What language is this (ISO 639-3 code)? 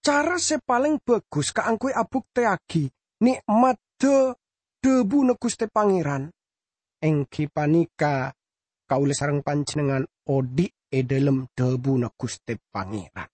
mad